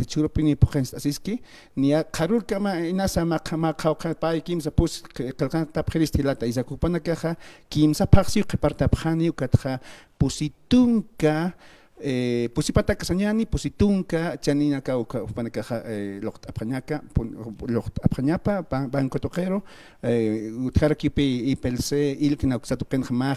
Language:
Aymara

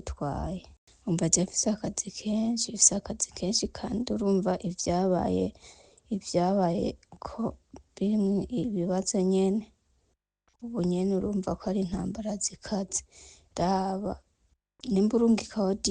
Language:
Rundi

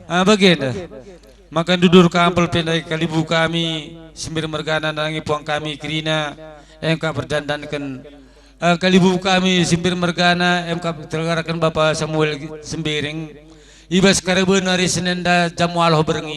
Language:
Batak Karo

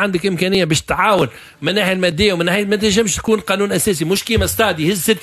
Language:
Tunisian Arabic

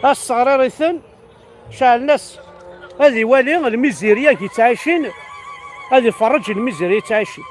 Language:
Kabyle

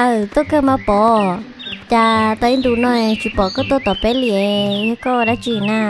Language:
Hmong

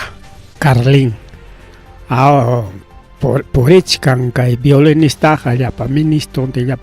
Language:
Ayacucho Quechua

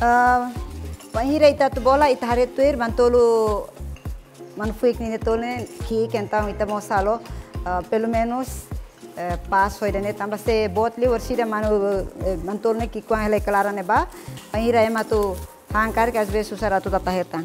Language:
Tetum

